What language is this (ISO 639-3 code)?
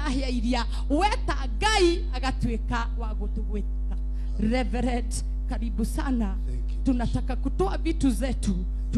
kik